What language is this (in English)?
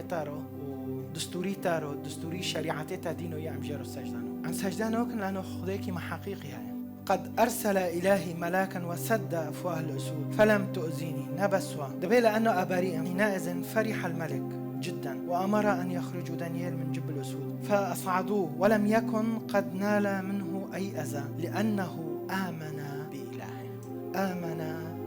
Kurdish